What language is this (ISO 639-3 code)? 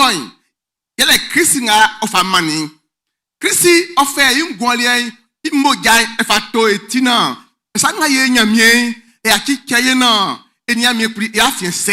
bci